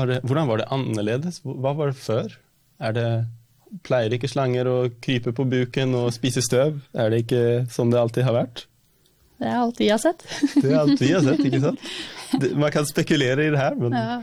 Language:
Norwegian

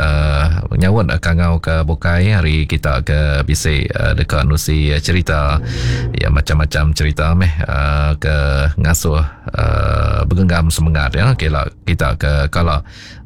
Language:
Iban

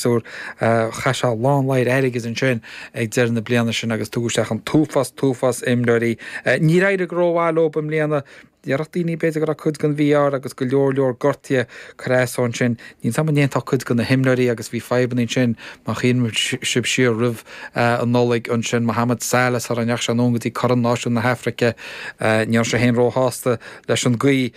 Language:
Irish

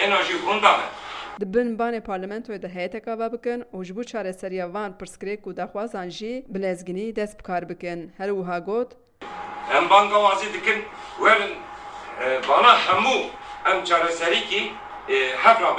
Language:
Kurdish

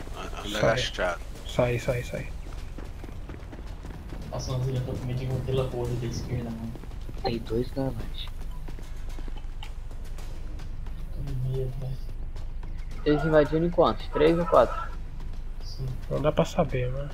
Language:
Portuguese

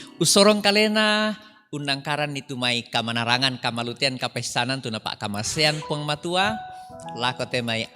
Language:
Toraja-Sa'dan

